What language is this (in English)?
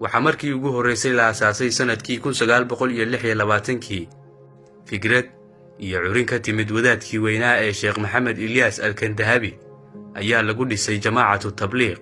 Somali